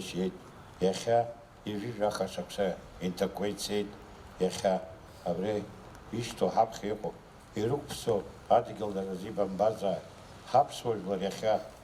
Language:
Abkhazian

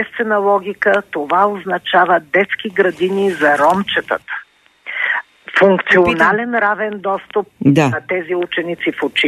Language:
Bulgarian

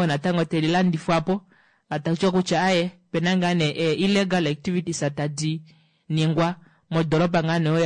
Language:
Kuanyama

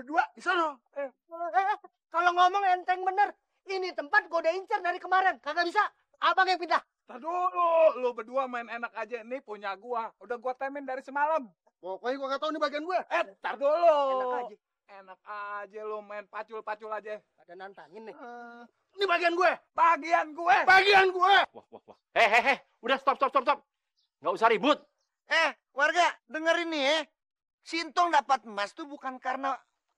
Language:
Betawi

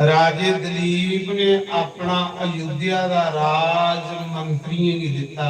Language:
Dogri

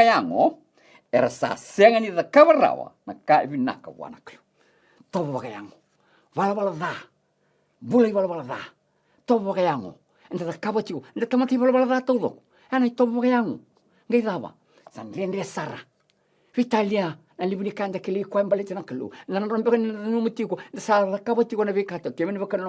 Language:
Fijian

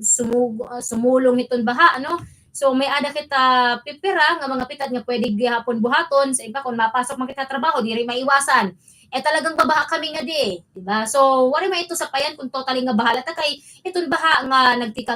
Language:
Waray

